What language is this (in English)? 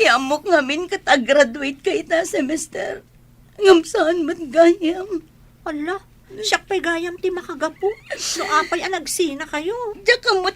Iloko